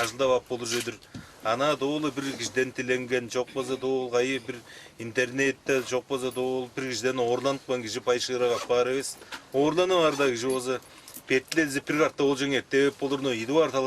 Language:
Tuvinian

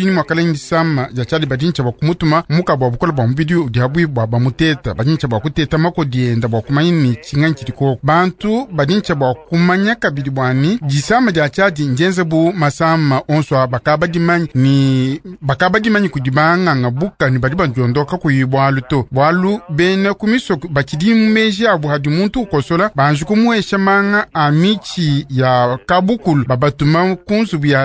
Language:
Luba-Lulua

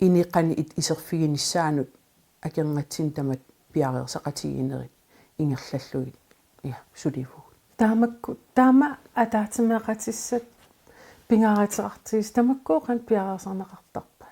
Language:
Kalaallisut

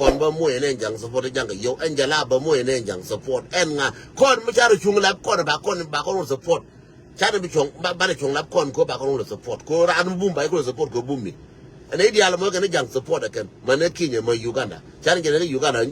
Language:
Nuer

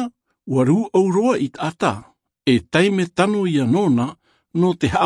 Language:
Tahitian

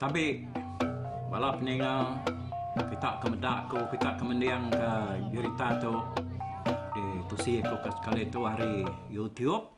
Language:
Iban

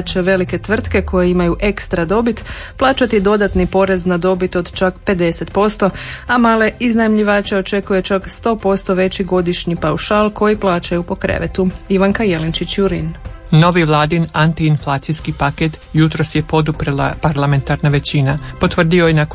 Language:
Croatian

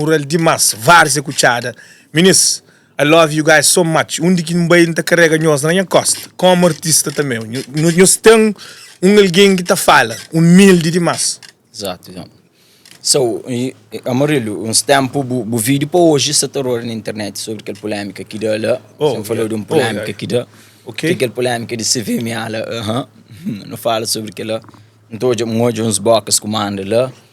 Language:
Kabuverdianu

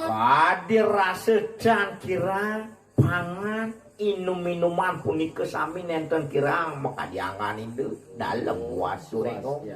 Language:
Balinese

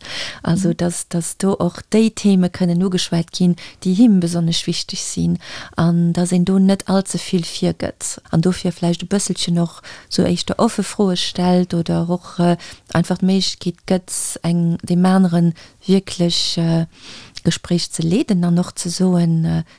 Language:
Luxembourgish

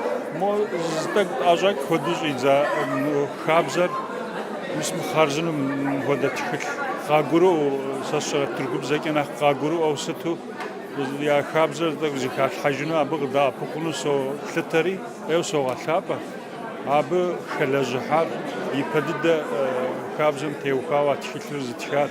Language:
Kabardian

